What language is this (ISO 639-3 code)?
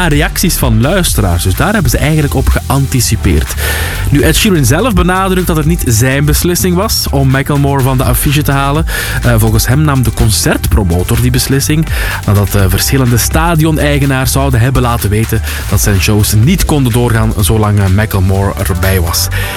nld